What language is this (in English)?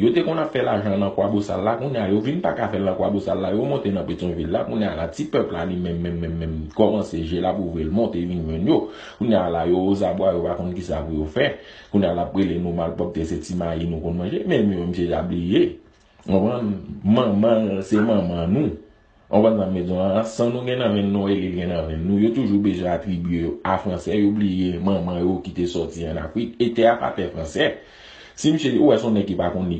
Haitian Creole